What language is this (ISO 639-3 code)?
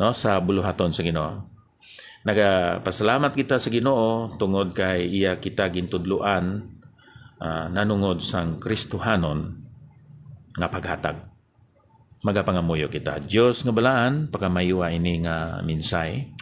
hil